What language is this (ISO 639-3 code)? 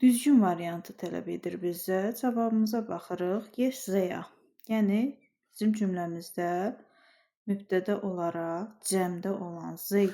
aze